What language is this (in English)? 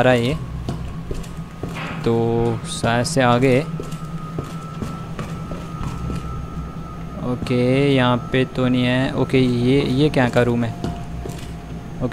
Hindi